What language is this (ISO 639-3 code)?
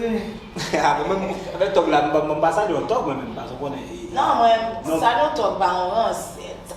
hat